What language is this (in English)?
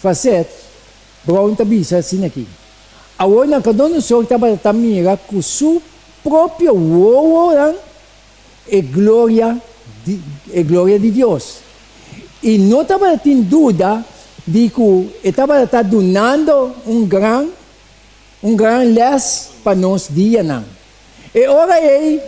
Papiamento